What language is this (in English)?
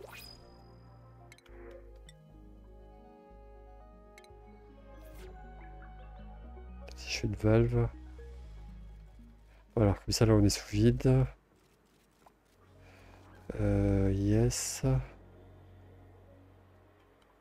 French